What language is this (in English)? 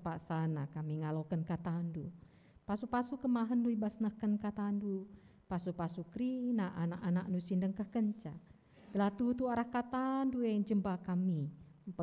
Batak Karo